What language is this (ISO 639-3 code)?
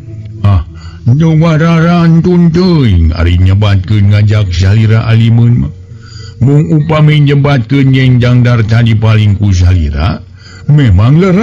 sun